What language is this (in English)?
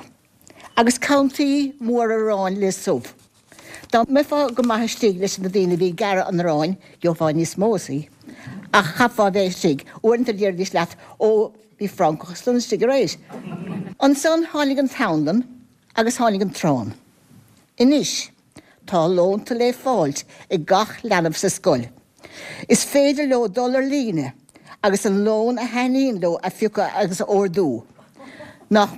Irish